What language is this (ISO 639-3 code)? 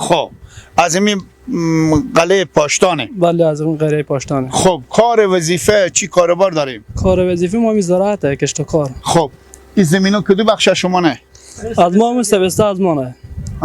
fas